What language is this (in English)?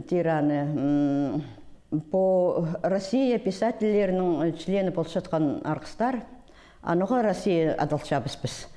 Khakas